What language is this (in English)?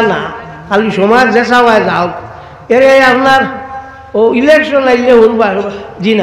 Sylheti